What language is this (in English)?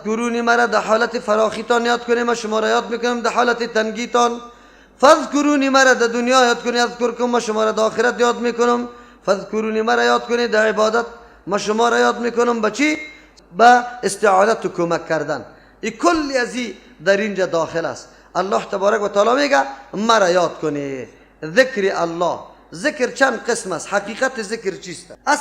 Persian